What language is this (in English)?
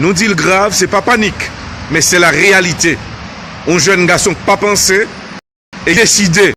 Haitian Creole